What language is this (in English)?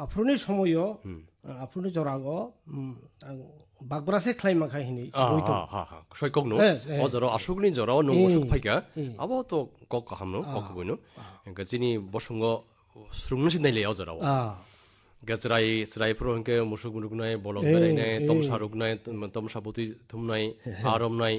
Bangla